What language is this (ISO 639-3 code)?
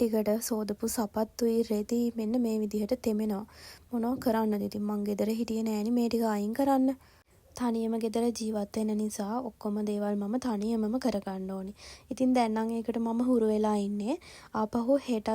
sin